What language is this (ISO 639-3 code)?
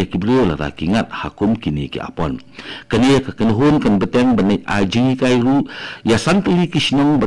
kha